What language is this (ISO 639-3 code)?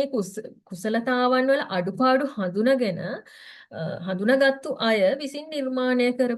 sin